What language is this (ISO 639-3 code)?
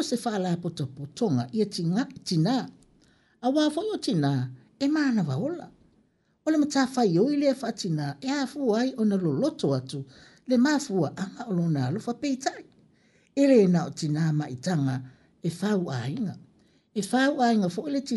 smo